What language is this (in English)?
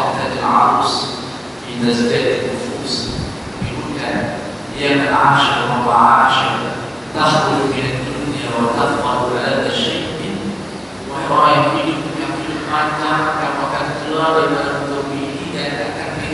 Malay